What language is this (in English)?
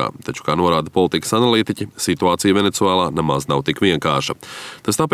Latvian